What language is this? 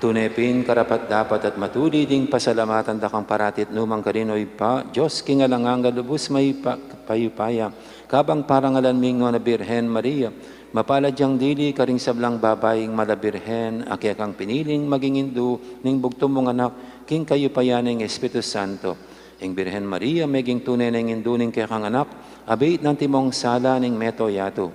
Pampanga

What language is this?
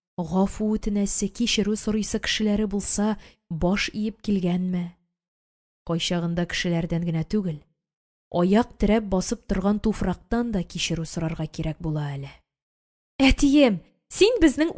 Tatar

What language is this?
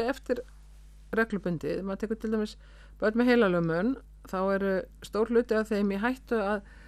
Icelandic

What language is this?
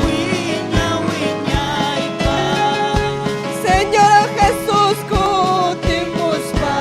Ayacucho Quechua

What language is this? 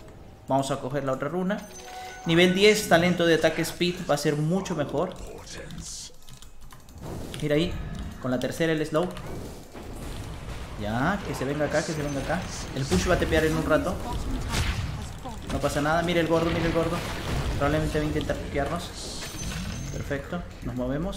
Spanish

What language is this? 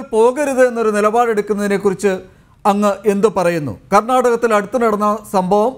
Malayalam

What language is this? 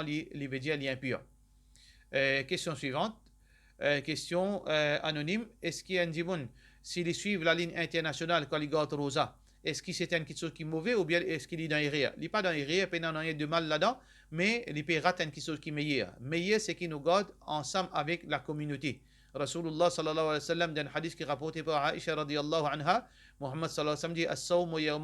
Morisyen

